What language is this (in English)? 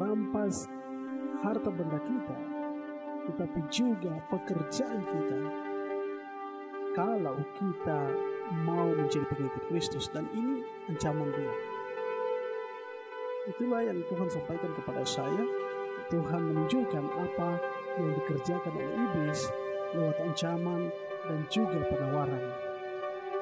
Indonesian